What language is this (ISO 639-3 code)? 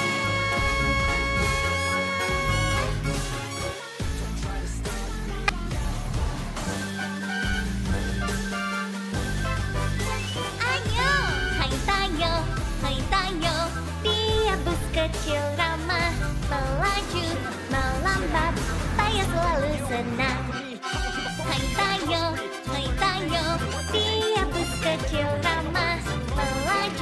ind